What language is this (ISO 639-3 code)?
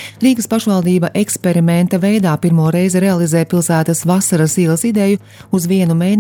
lav